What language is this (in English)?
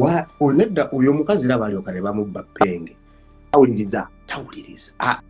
Ganda